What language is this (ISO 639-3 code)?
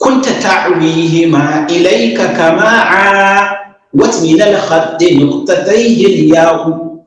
hau